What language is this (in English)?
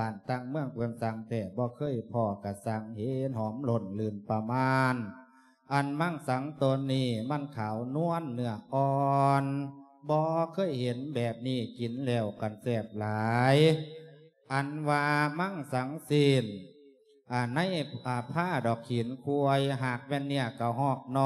Lao